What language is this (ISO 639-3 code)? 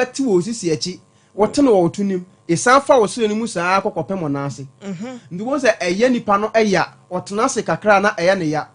aka